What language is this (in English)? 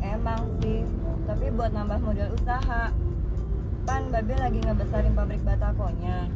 Betawi